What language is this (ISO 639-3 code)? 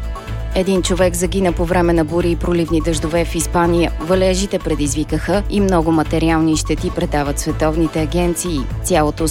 bul